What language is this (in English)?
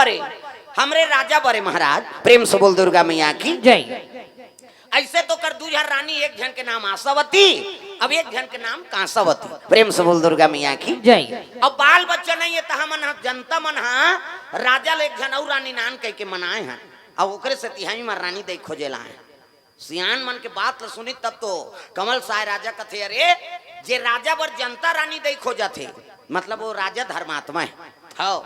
Chhattisgarhi